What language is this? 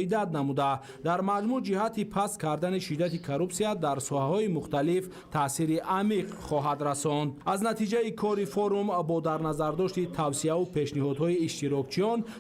Tajik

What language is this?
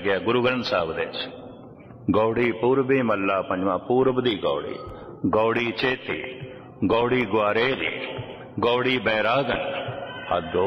Punjabi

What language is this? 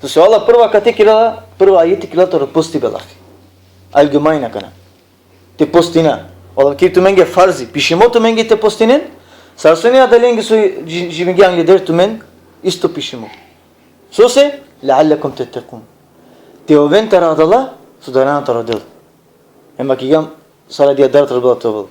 Balkan Romani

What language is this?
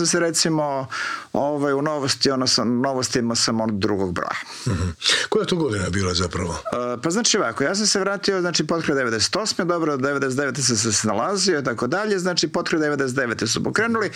Croatian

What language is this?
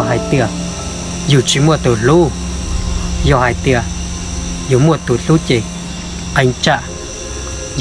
Hmong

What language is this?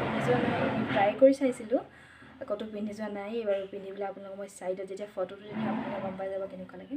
Assamese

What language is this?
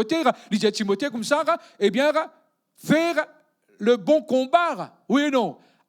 Morisyen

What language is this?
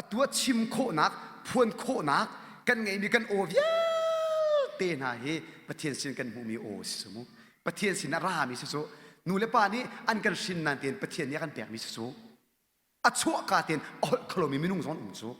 Hakha Chin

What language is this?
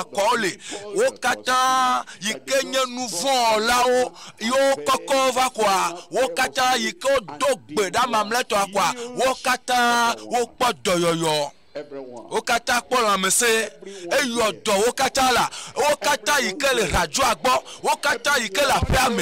Ewe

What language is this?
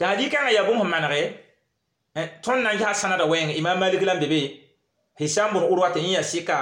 Mossi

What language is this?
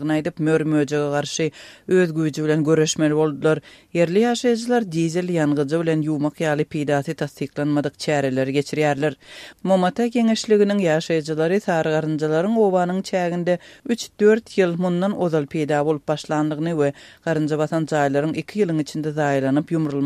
Kyrgyz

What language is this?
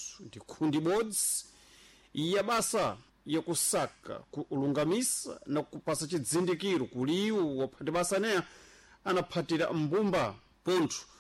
Sena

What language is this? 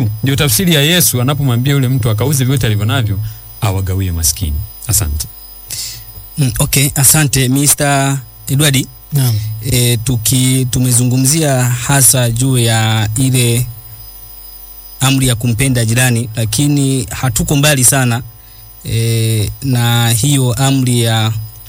Swahili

